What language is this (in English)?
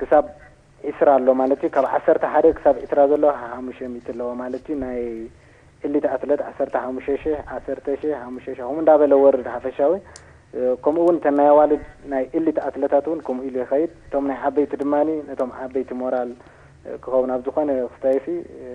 Tigrinya